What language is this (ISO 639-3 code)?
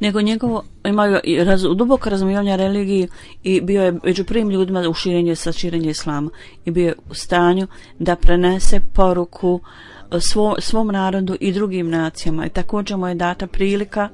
bos